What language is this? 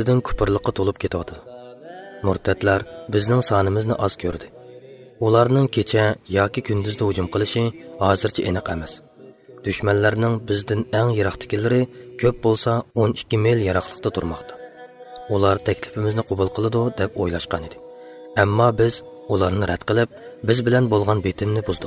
Uyghur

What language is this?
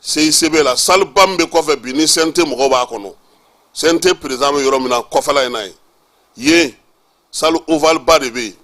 Bambara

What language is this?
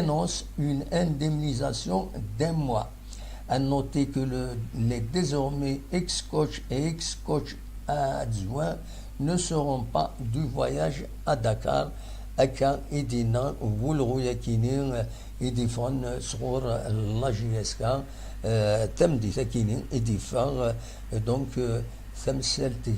Kabyle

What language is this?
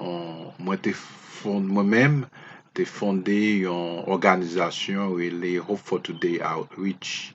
Haitian Creole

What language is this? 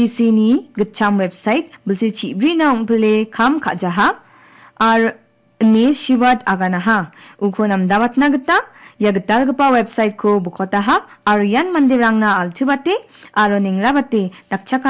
Garo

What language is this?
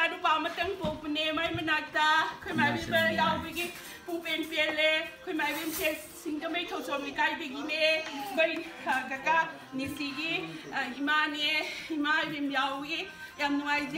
Manipuri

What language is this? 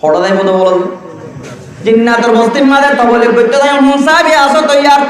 Rohingya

